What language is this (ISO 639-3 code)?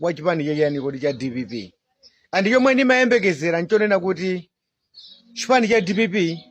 nya